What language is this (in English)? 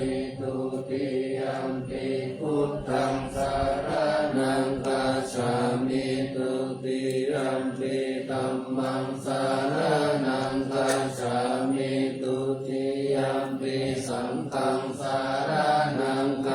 Pali